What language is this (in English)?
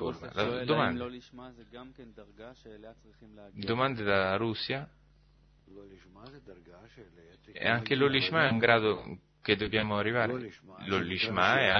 Italian